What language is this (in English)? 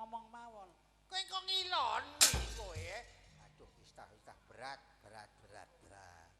Javanese